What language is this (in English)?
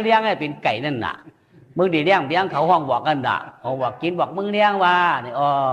Shan